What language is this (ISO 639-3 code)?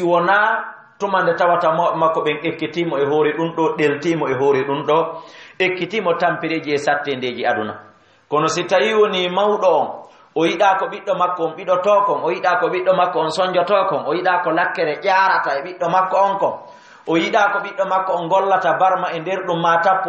ful